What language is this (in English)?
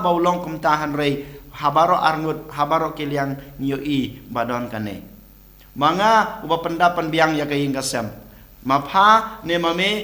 Khasi